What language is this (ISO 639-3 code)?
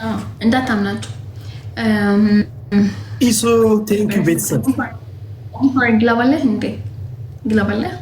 amh